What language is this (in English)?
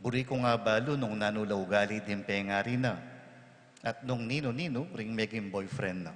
Pampanga